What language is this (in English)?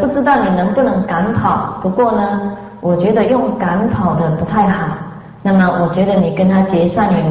Chinese